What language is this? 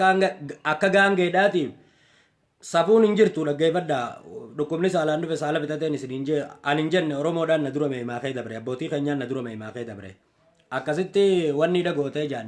Oromo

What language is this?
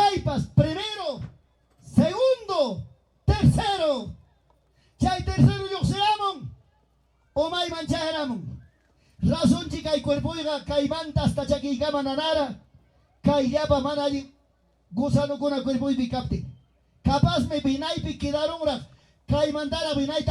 Ayacucho Quechua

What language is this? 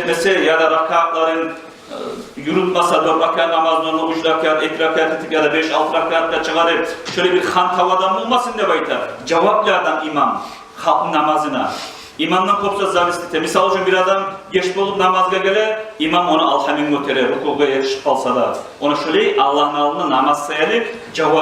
Kumyk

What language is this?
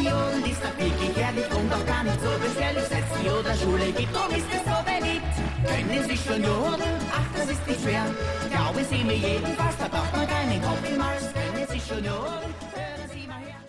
Bavarian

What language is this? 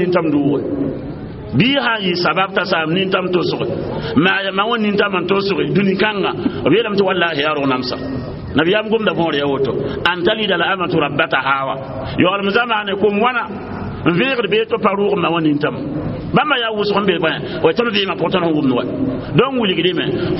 Mossi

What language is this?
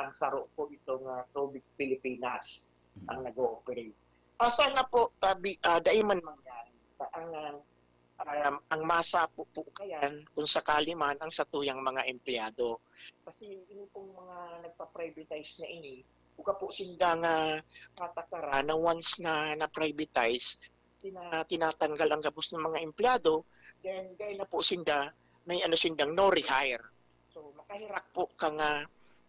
Bikol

